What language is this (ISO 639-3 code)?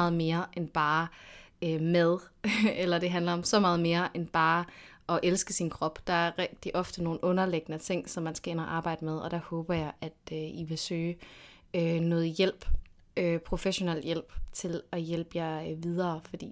dan